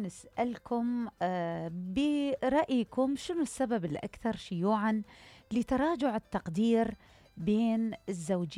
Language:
Mesopotamian Arabic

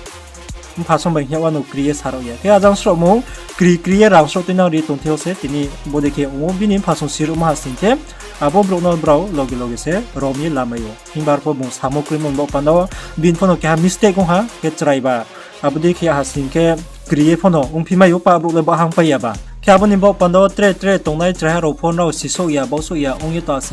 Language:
Riang (India)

